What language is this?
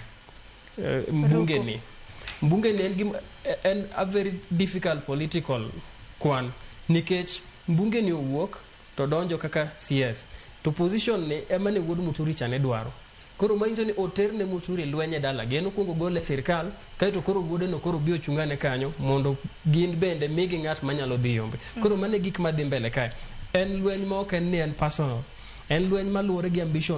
Luo (Kenya and Tanzania)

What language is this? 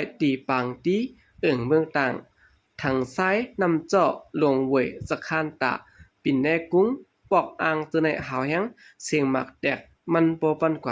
Shan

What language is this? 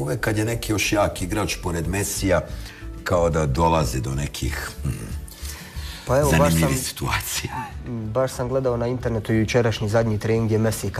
Bosnian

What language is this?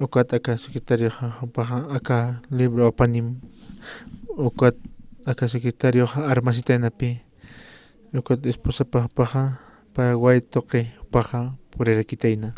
Aymara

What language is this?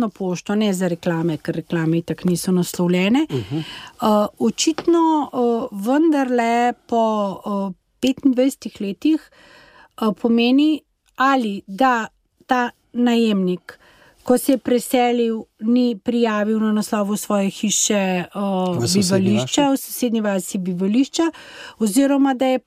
Slovenian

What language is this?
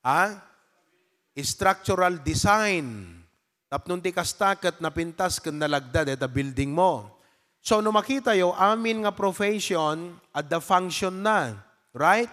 Iloko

